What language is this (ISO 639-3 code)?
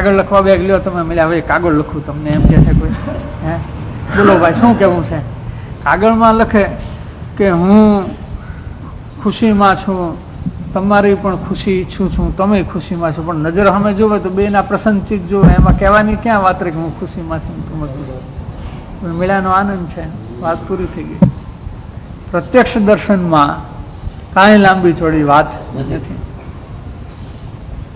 guj